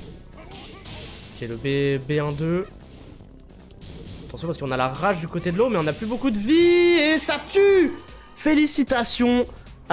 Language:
French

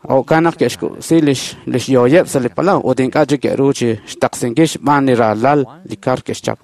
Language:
Kekchí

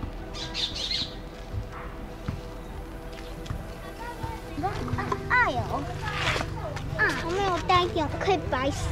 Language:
Chinese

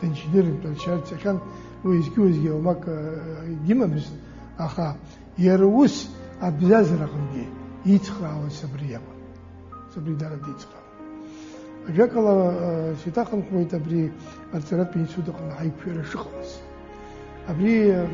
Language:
Abkhazian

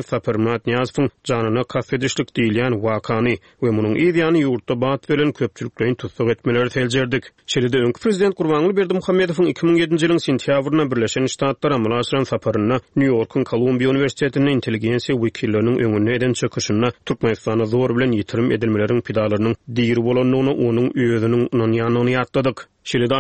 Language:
Turkmen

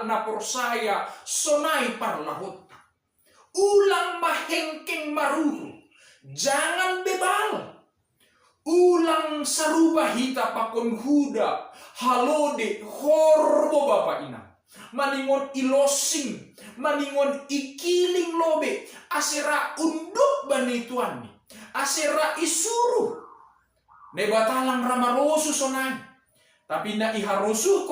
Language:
Batak Simalungun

